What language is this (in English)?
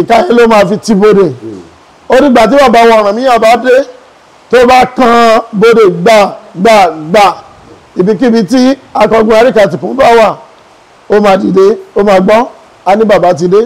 Yoruba